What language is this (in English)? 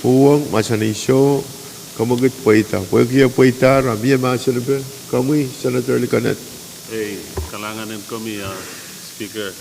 Pohnpeian